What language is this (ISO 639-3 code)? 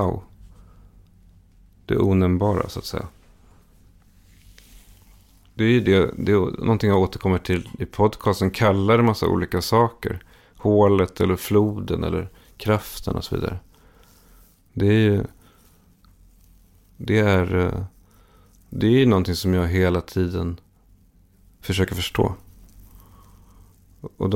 swe